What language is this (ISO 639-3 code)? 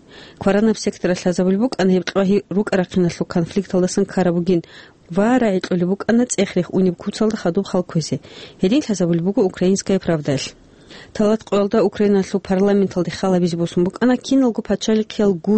ava